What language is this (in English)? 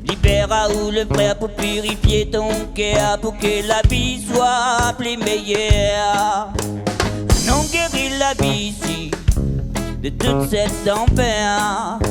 Réunion Creole French